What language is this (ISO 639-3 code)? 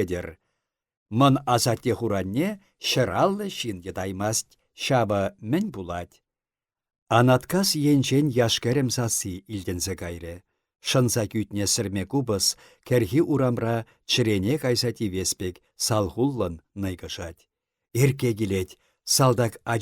chv